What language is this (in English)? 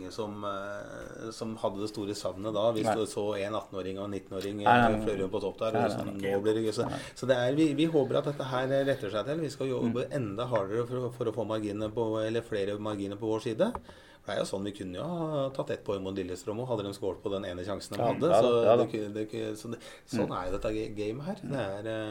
Norwegian